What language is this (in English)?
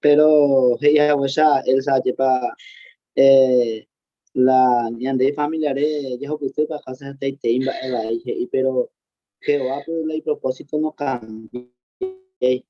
Guarani